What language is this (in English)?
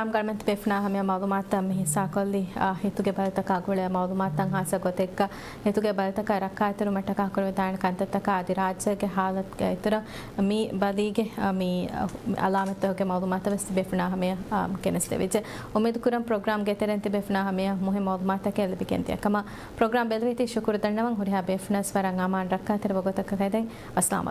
Divehi